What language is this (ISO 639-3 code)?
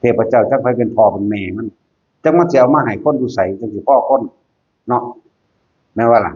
tts